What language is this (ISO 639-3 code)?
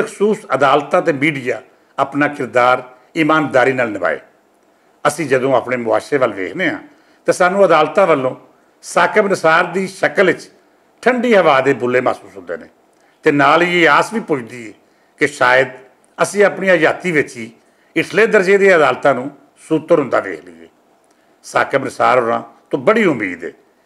lah